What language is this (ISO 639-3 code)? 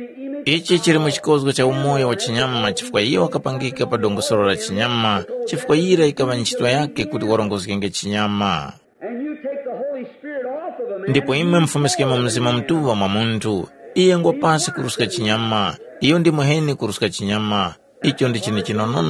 tum